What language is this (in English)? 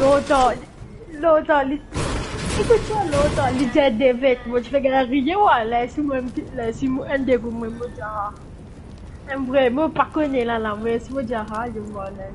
Morisyen